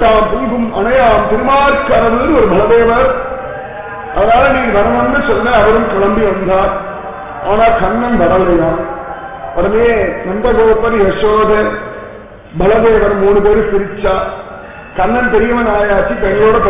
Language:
Tamil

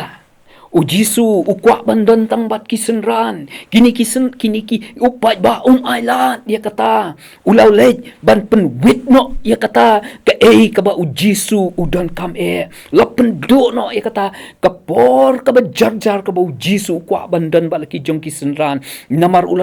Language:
Khasi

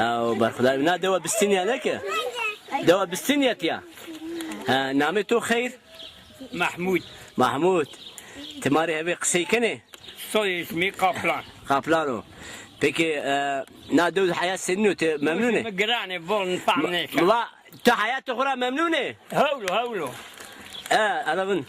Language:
Zaza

